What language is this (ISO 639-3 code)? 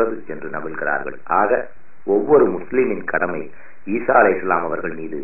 tam